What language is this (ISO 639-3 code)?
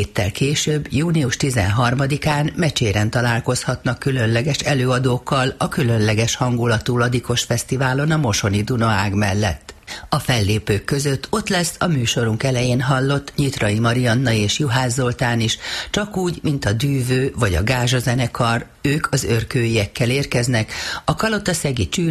hun